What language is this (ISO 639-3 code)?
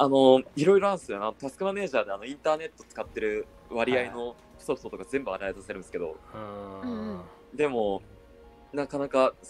jpn